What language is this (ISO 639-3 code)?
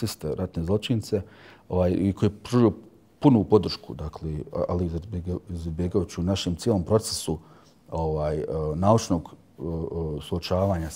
bos